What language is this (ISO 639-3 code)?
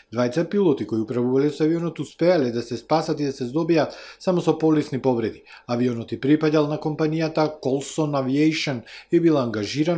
mkd